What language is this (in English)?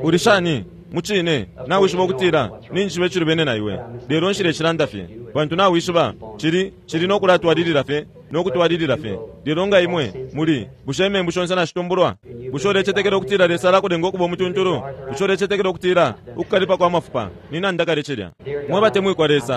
Bemba